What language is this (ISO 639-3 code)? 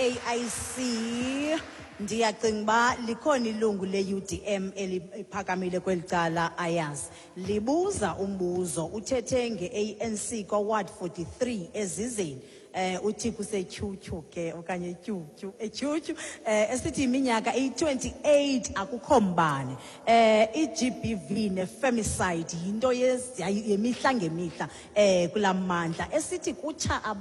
xho